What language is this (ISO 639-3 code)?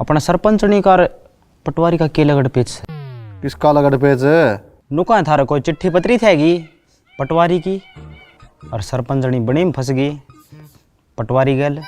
bgc